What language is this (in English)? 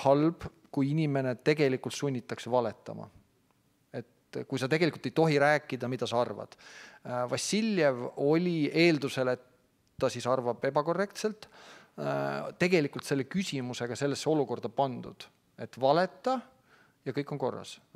Estonian